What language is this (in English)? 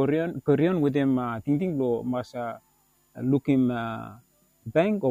Bislama